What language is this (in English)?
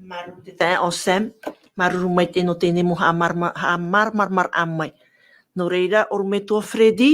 Tahitian